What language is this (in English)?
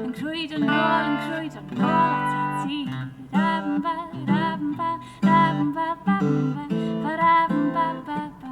Welsh